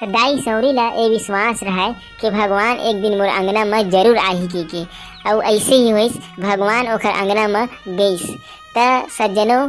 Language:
Chhattisgarhi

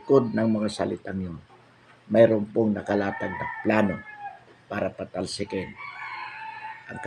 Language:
Filipino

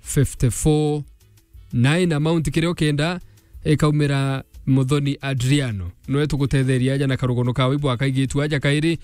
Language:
Meru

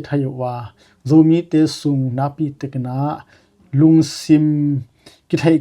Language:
Tedim Chin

